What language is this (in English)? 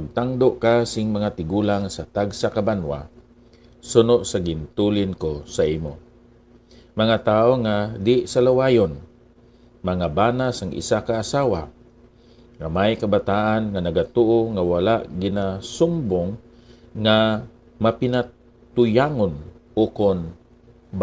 Hiligaynon